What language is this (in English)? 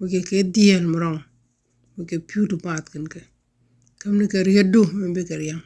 Nuer